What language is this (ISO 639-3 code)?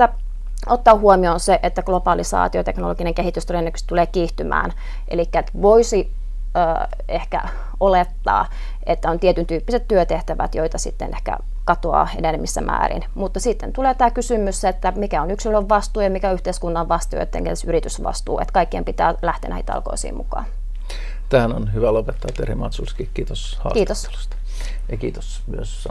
fin